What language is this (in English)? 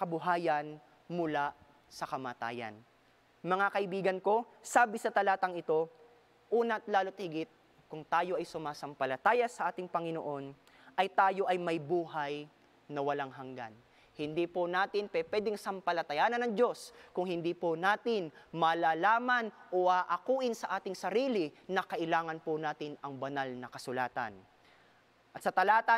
Filipino